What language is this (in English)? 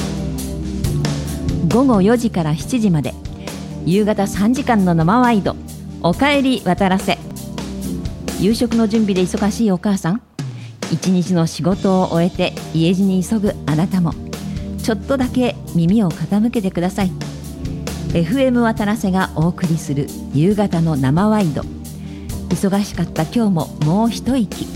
Japanese